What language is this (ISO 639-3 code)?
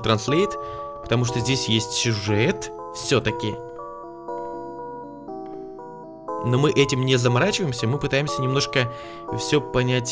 rus